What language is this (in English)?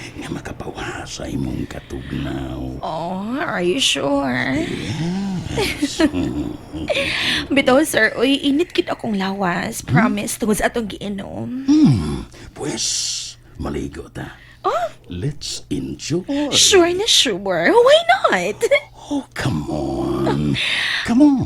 Cebuano